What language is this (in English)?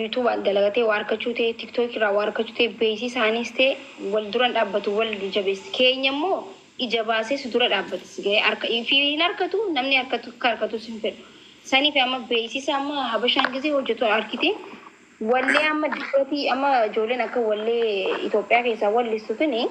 Oromo